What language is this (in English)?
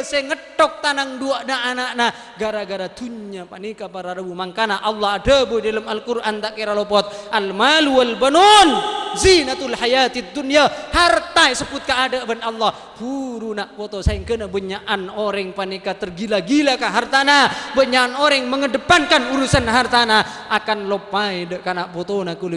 Madurese